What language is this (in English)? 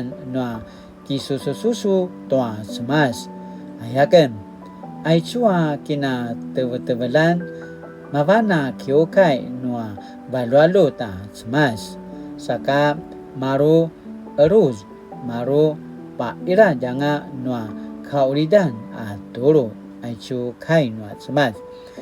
Paiwan